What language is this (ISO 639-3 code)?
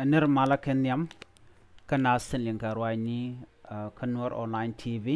nus